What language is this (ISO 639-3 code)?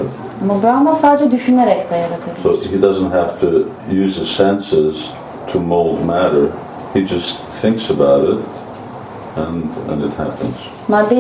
tur